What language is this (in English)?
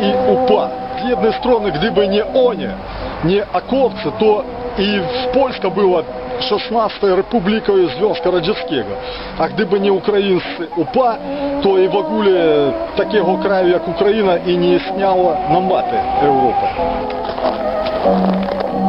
Polish